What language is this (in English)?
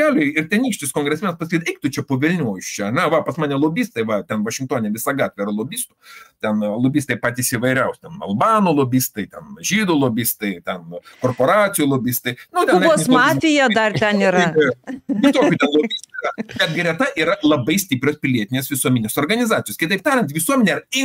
Lithuanian